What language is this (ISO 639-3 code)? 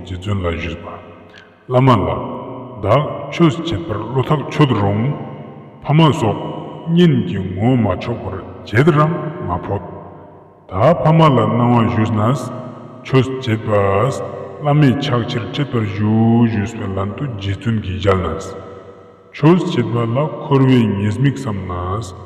lbj